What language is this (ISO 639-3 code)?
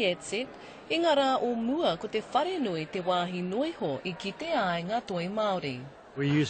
mri